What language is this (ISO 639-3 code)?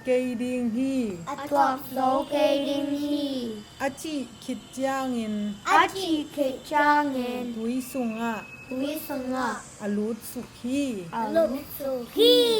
ctd